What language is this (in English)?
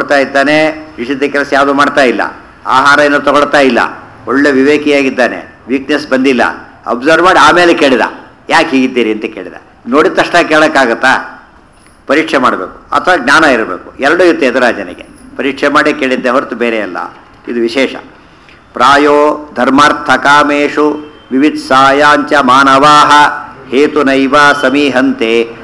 Kannada